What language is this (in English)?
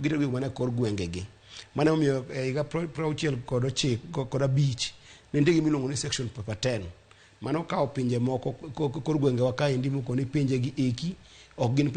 Luo (Kenya and Tanzania)